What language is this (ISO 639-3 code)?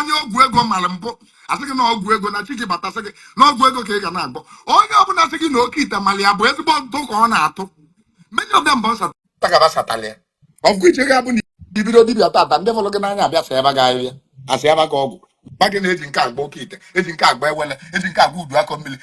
ibo